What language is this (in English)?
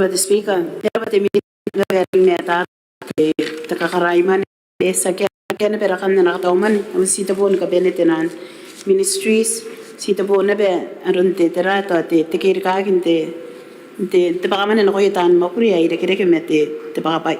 Gilbertese